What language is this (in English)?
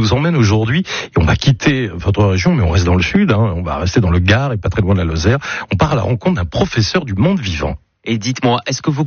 French